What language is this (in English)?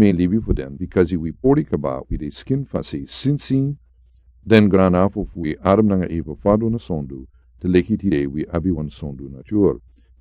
Sranan Tongo